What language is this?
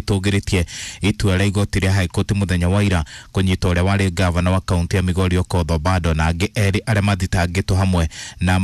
Kikuyu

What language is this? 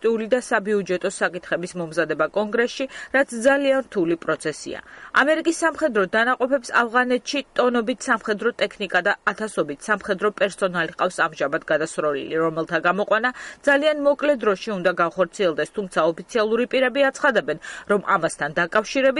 Georgian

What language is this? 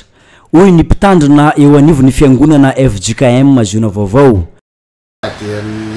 Malagasy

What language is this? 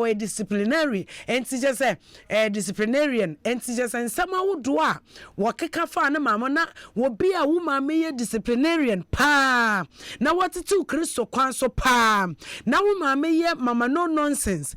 Akan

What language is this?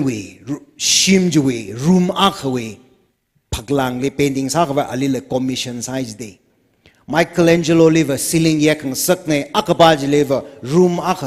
Tangkhul Naga (India)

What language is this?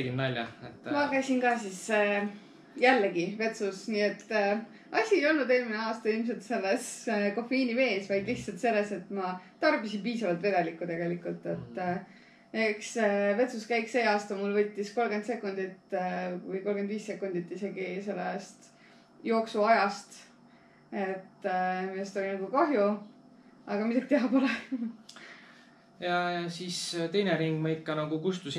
Estonian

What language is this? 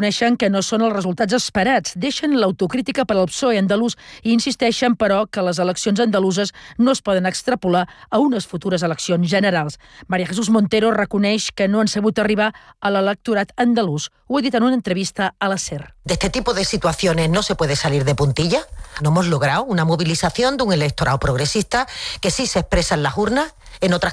Catalan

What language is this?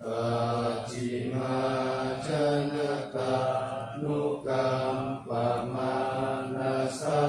Pali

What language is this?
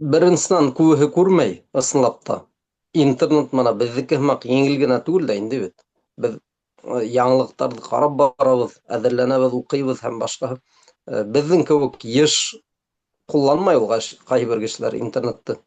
Bashkir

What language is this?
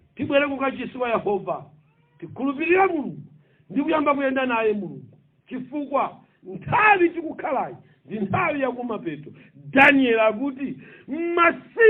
Nyanja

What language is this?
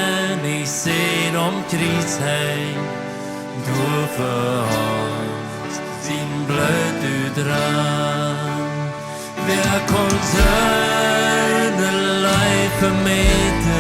Plautdietsch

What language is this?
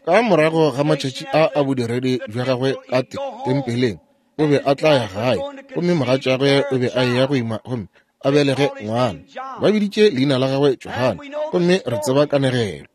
Northern Sotho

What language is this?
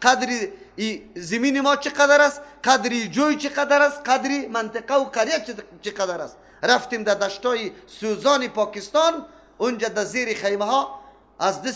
Persian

